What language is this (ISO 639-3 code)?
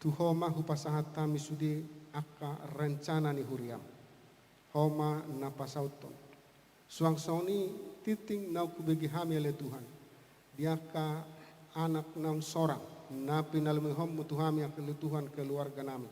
bbc